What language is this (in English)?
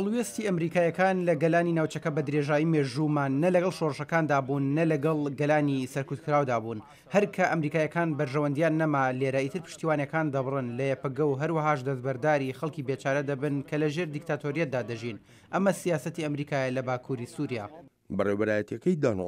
Central Kurdish